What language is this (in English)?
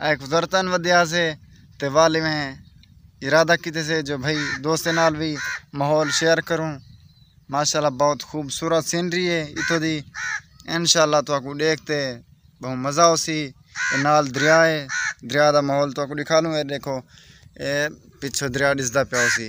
Saraiki